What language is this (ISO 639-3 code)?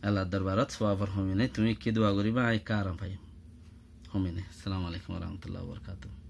rhg